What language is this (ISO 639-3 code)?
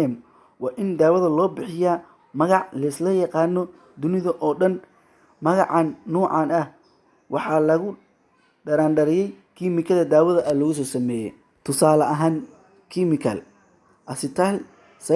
som